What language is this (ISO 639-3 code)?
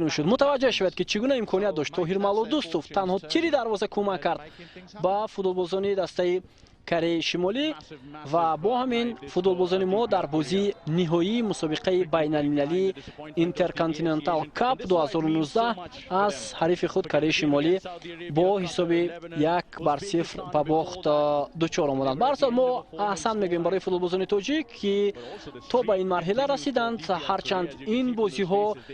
tgk